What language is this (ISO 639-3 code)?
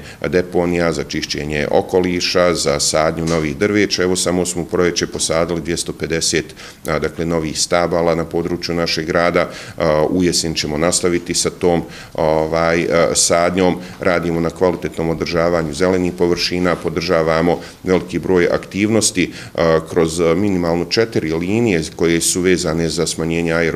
hrv